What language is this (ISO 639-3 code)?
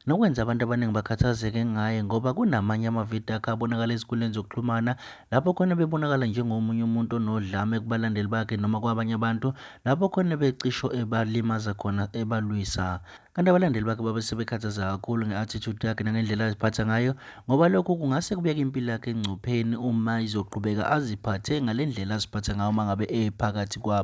zul